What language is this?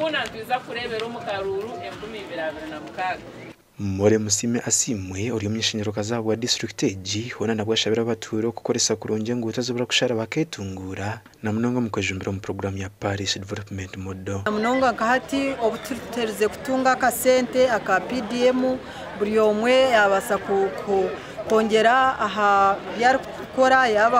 Nyankole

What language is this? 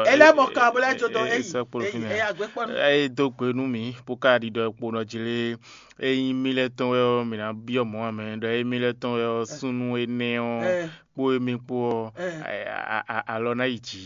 Fon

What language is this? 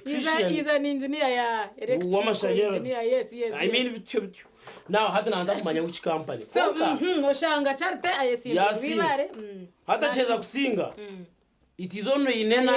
Nyankole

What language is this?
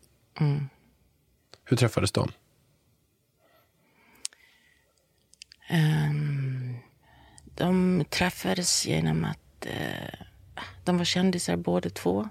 Swedish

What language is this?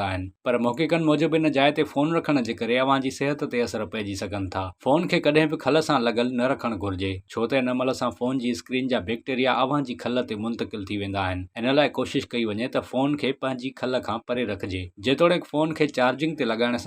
Sindhi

